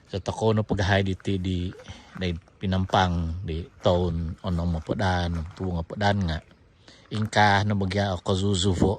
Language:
Central Dusun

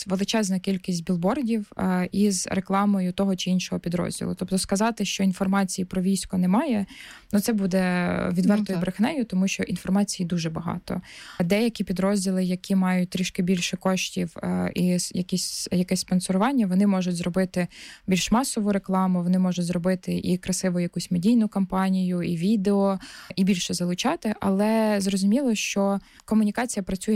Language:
Ukrainian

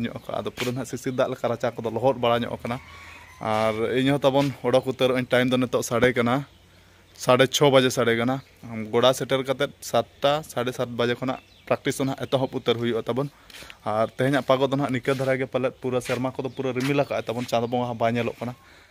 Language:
Santali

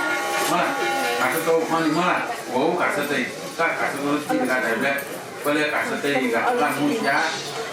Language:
Newari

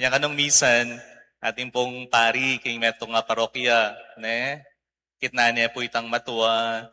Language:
Pampanga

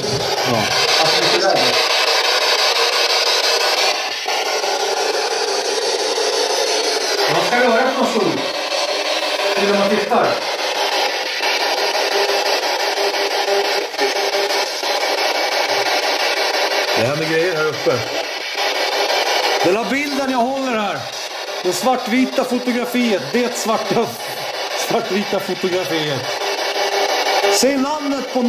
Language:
Swedish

